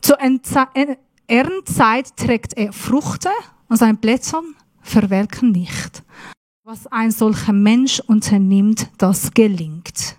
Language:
Swiss German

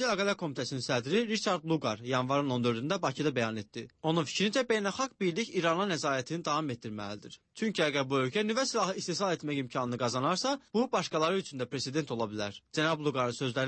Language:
Azerbaijani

